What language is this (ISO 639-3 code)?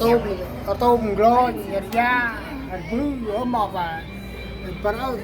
cmo